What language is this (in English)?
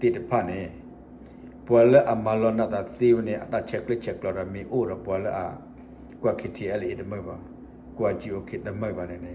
S'gaw Karen